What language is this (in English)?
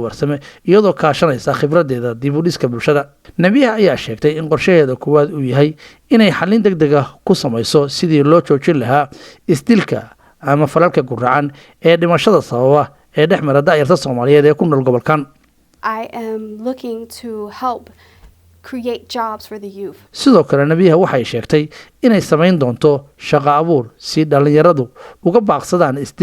Somali